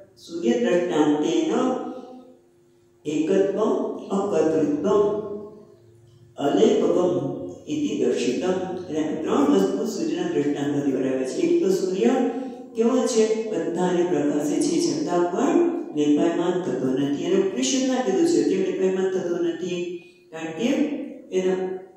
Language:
Gujarati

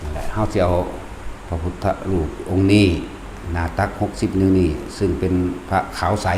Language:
Northeastern Thai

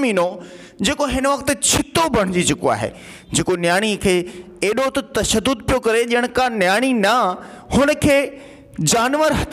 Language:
Sindhi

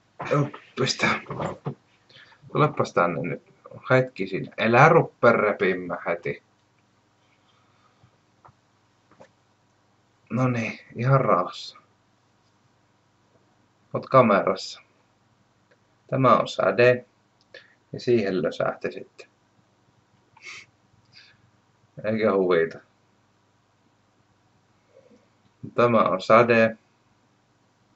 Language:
Finnish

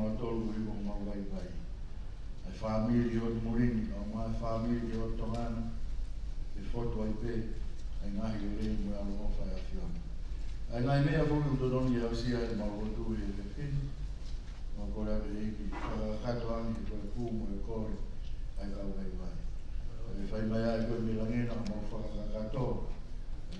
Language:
Tongan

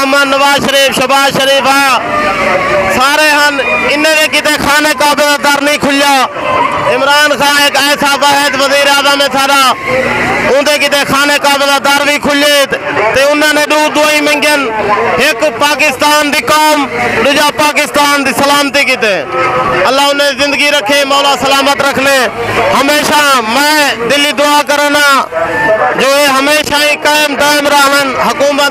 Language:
Saraiki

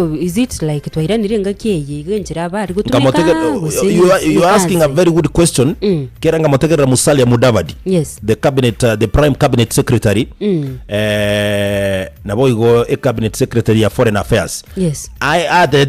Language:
Gusii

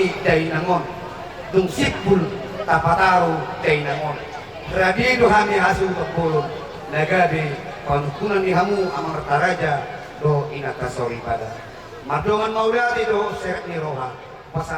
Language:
Batak Toba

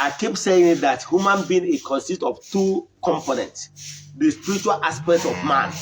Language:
Igbo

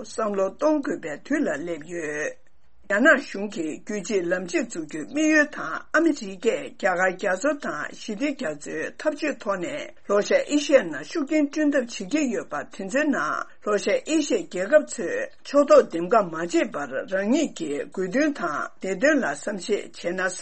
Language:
Tibetan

